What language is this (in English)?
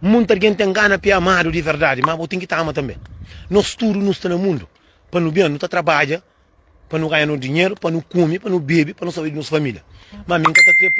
Kabuverdianu